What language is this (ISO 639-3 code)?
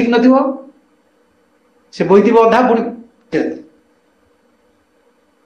ori